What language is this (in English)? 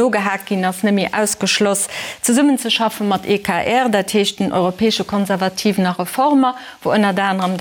Luxembourgish